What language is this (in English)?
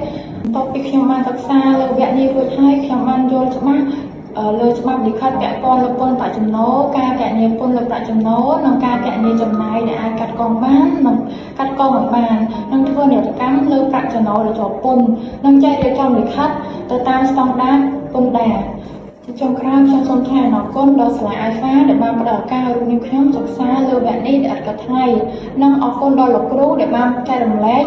Khmer